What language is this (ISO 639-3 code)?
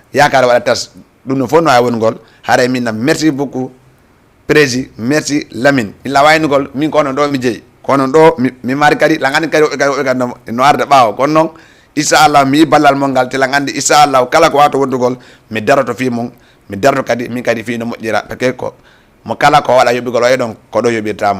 ful